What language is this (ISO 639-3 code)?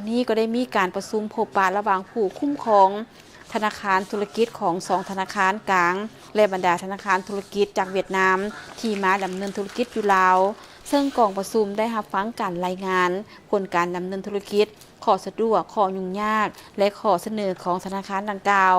lao